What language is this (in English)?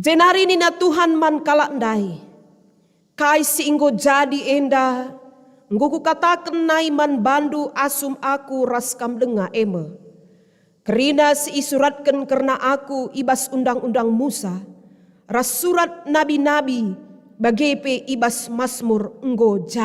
Batak Karo